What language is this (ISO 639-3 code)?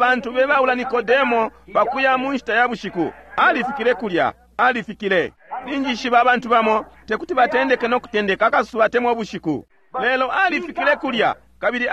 bem